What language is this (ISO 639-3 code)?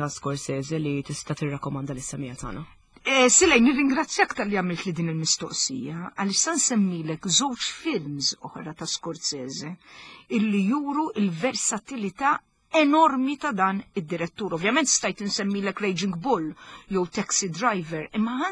mlt